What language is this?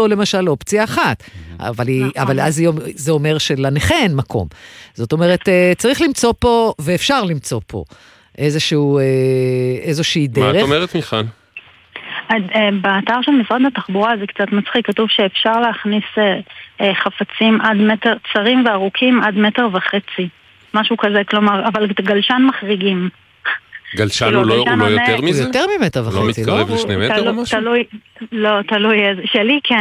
Hebrew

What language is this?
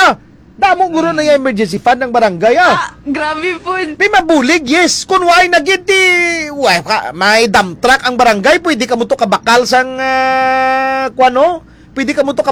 Hiligaynon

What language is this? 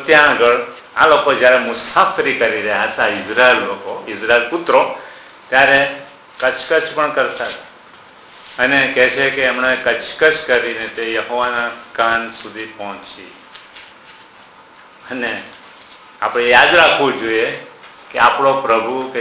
Gujarati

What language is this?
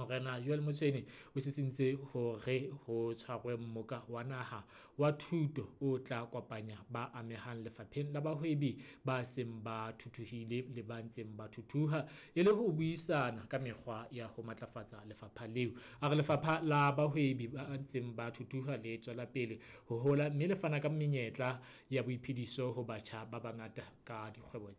Southern Sotho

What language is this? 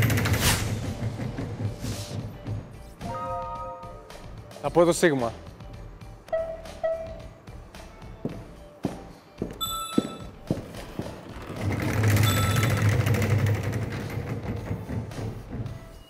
Greek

